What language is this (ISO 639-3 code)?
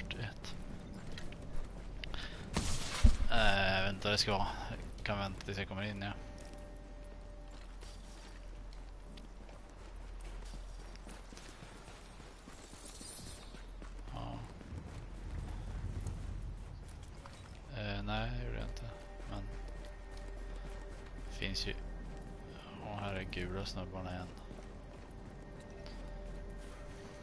swe